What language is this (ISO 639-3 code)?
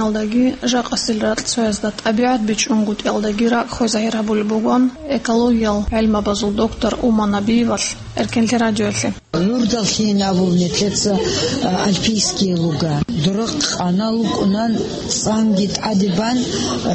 ava